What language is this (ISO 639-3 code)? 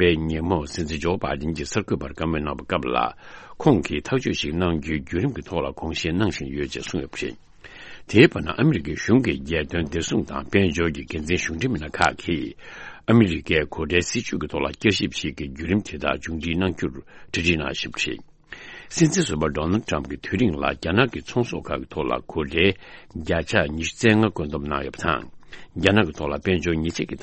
bod